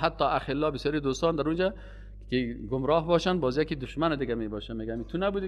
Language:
Persian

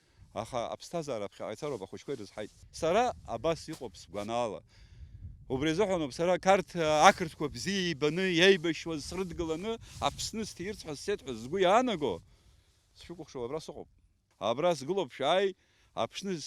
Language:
Abkhazian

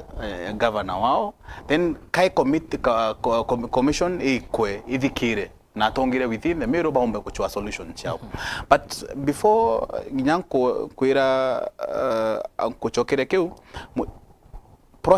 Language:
Meru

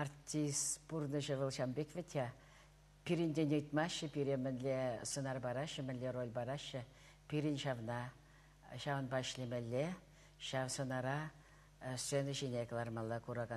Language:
Chuvash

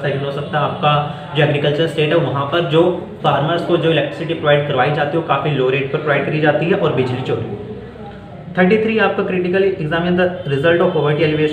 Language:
Hindi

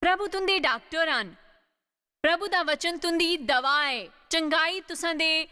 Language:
Dogri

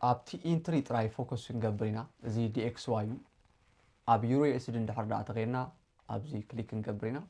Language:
Tigrinya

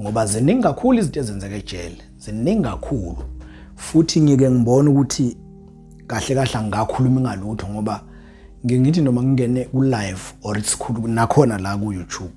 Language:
Zulu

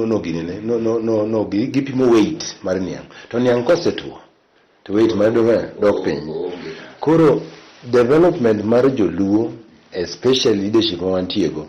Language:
Luo (Kenya and Tanzania)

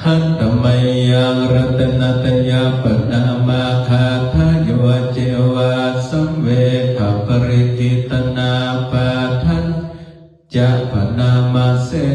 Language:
Pali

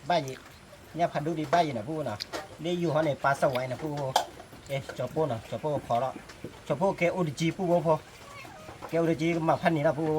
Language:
S'gaw Karen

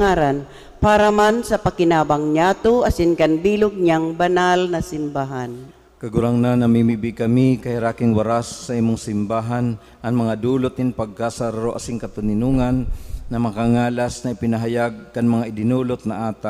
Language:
Bikol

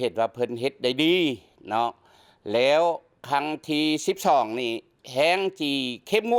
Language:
Lao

